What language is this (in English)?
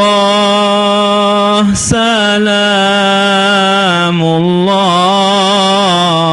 Sasak